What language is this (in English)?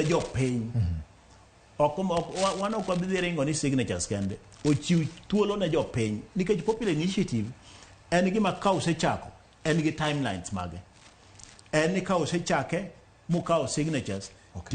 Luo (Kenya and Tanzania)